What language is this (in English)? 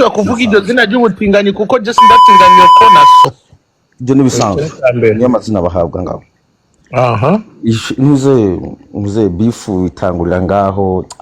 Rundi